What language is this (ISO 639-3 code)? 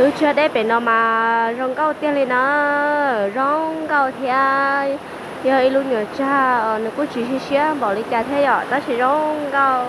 hmn